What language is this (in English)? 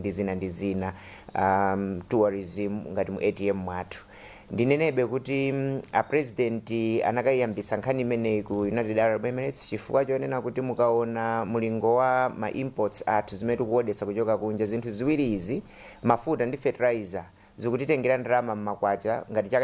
Nyanja